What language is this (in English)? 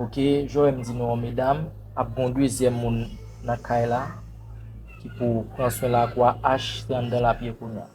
Haitian Creole